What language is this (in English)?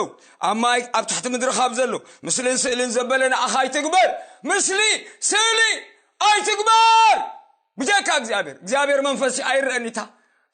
Tigrinya